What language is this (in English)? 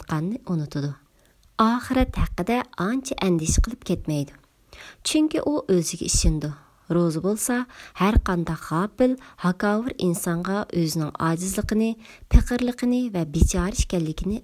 Uyghur